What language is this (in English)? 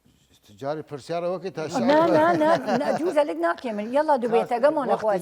Southern Kurdish